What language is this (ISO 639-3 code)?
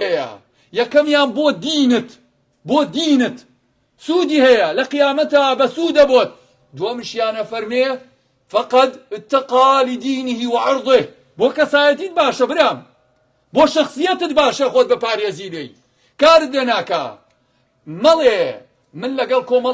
ckb